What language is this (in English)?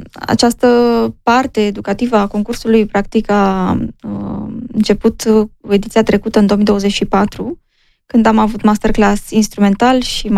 Romanian